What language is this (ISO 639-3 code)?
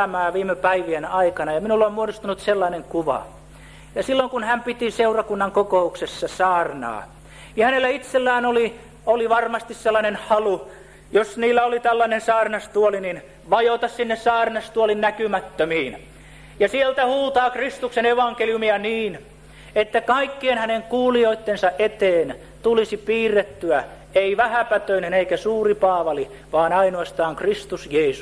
fin